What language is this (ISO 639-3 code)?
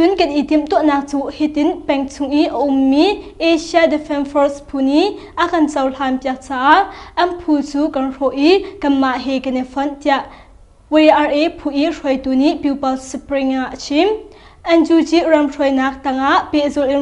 cnh